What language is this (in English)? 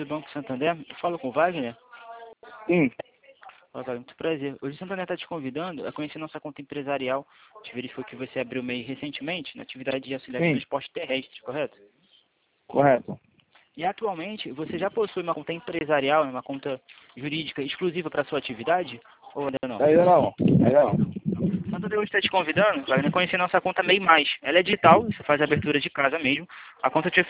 Portuguese